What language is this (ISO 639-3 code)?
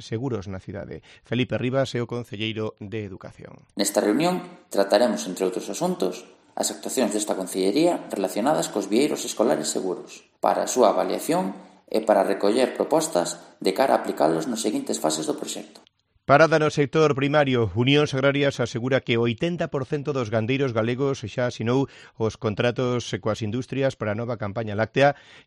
glg